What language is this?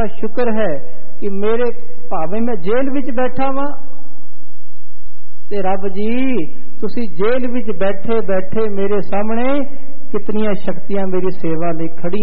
Punjabi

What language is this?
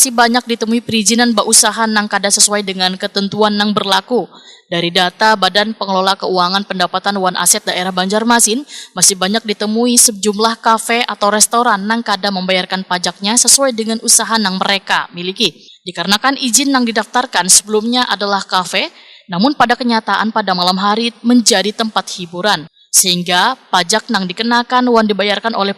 Banjar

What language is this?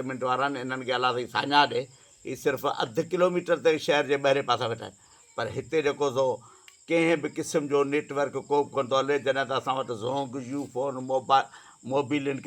Sindhi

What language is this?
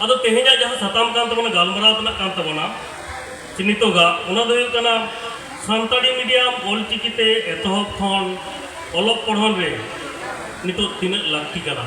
Santali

